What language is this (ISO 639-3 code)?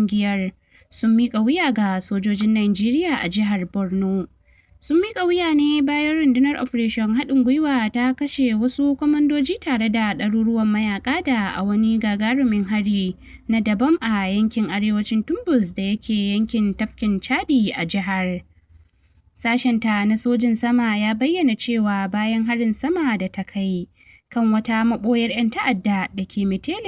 hau